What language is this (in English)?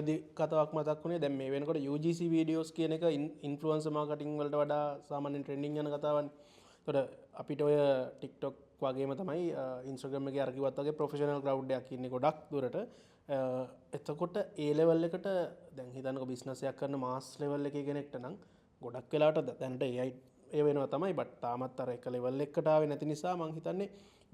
Sinhala